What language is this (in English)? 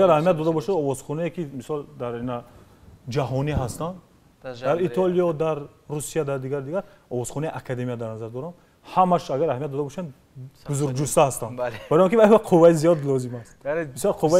Tajik